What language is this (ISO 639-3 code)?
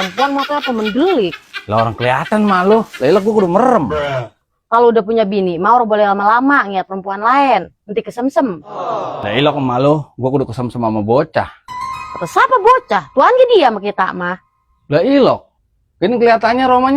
bew